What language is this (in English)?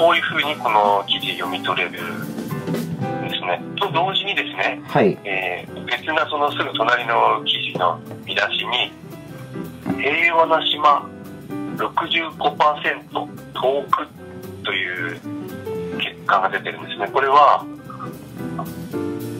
Japanese